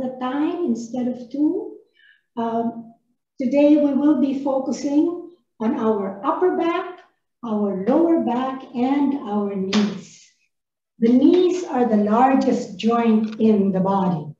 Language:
English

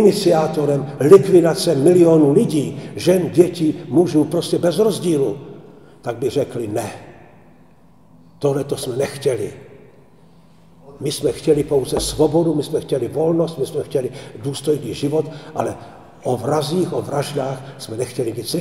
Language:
Czech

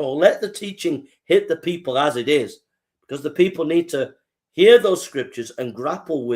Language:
English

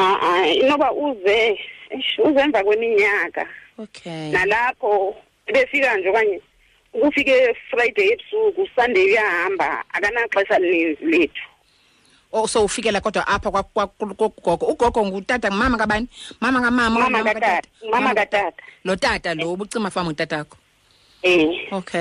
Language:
Xhosa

